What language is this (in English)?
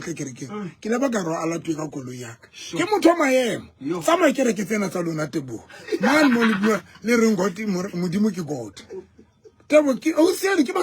Southern Sotho